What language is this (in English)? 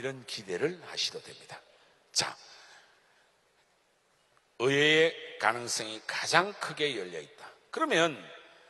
Korean